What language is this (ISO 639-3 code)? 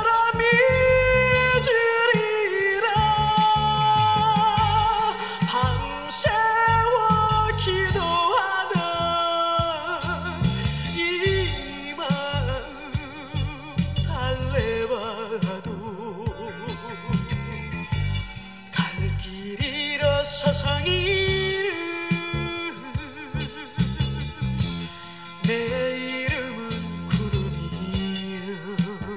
kor